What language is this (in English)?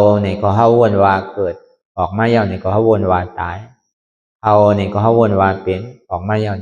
Shan